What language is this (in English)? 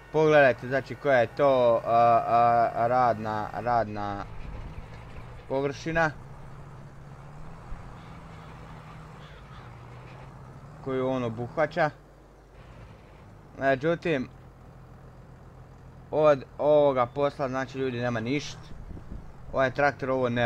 Croatian